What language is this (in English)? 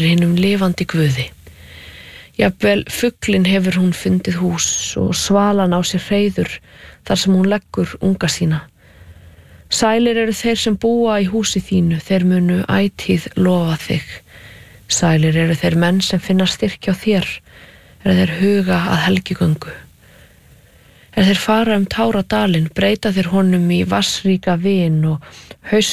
Icelandic